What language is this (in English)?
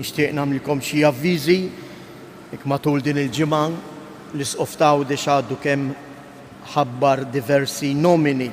Maltese